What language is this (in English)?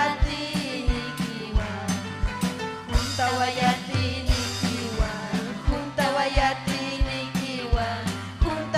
Ayacucho Quechua